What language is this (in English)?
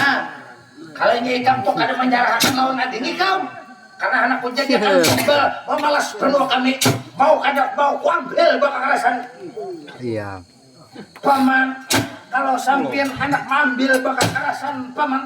Banjar